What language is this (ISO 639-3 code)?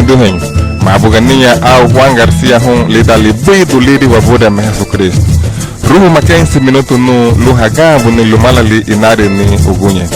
cab